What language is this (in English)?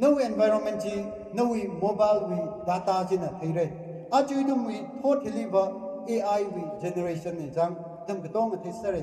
Tangkhul Naga (India)